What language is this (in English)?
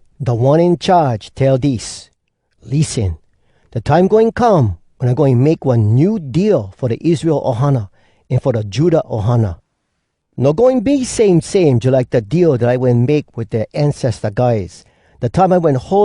Hawai'i Creole English